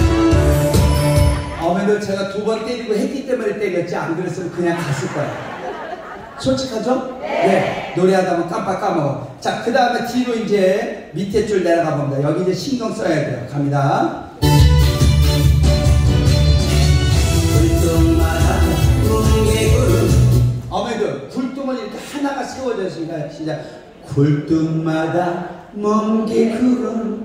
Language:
Korean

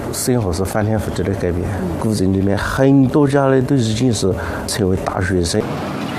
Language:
Chinese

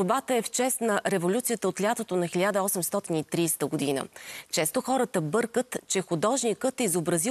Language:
Bulgarian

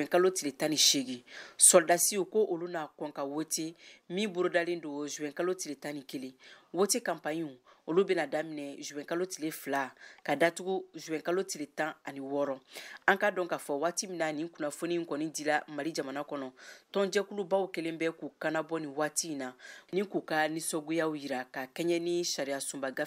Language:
Bambara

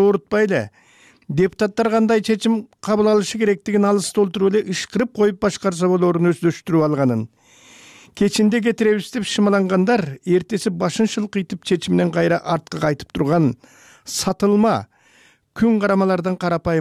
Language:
Kyrgyz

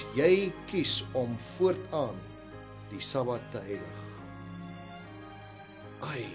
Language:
Afrikaans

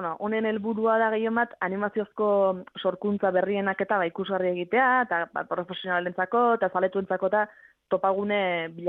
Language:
Basque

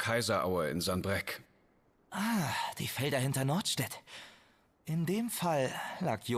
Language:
German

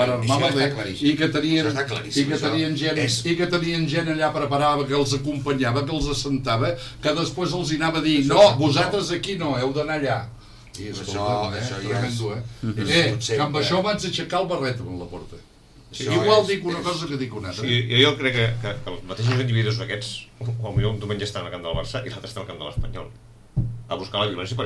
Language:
Catalan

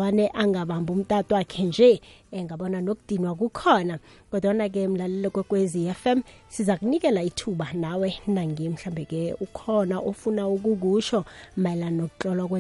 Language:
South Ndebele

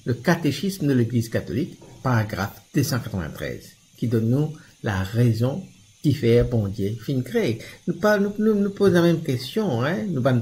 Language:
Morisyen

